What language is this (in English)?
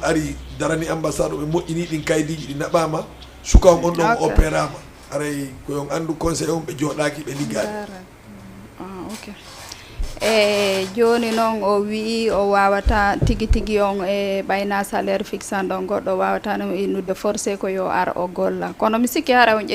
Fula